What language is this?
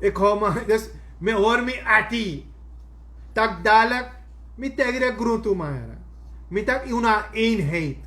Sranan Tongo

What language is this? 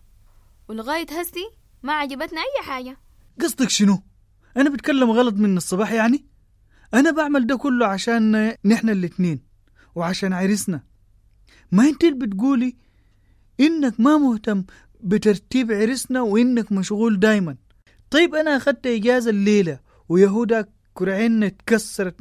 Sudanese Arabic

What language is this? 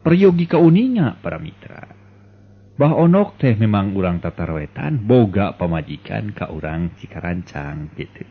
Sundanese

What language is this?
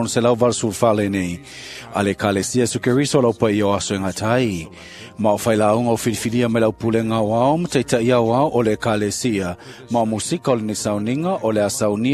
Samoan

